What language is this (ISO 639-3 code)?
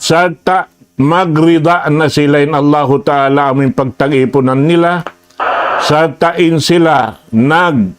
tsg